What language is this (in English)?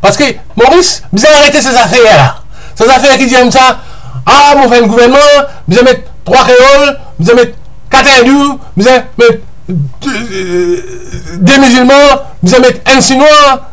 Morisyen